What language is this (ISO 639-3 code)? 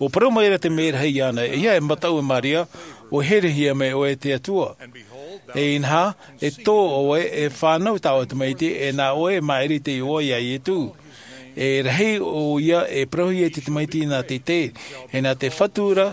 tah